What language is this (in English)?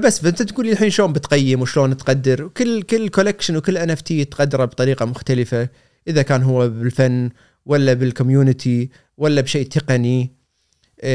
Gulf Arabic